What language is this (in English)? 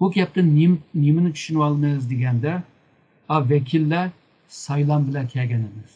Uyghur